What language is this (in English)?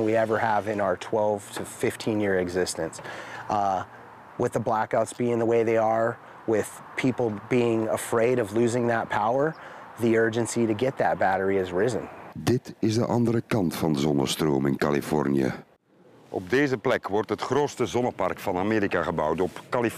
Dutch